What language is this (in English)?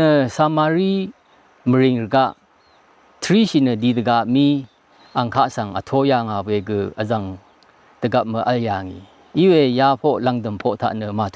Rawang